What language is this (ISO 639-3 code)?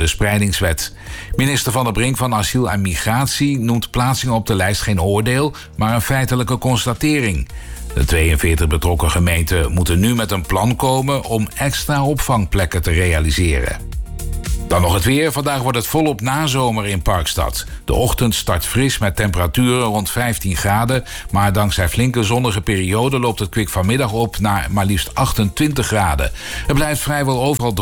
nld